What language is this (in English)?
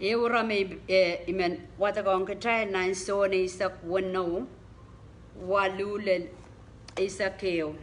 Pohnpeian